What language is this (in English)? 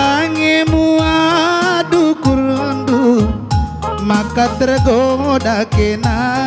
Batak Karo